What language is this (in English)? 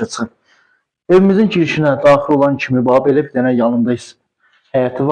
Azerbaijani